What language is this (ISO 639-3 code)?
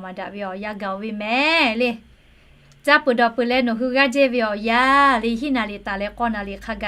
lhu